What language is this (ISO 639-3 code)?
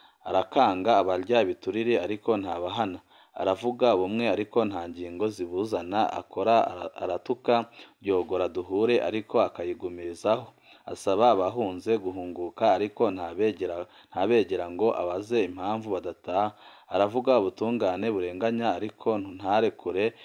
run